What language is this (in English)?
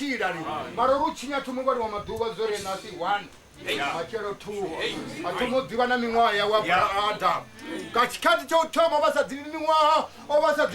Venda